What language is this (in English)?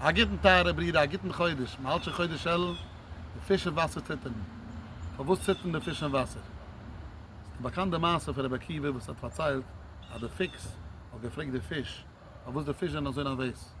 Yiddish